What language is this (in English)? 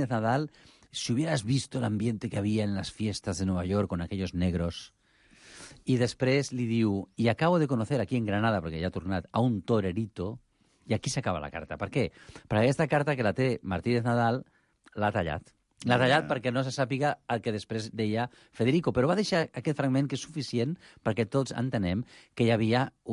Catalan